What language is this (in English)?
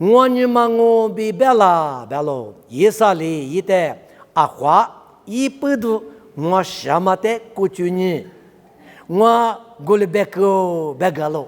Lisu